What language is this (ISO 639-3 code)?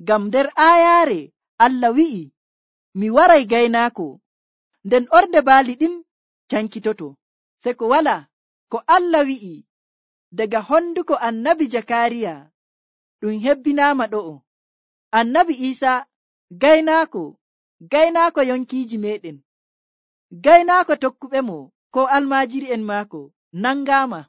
fuv